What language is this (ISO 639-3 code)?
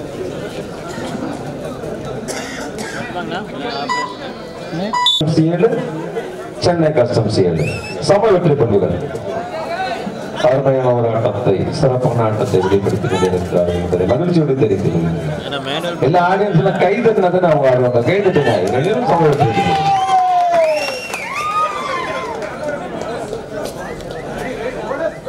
tam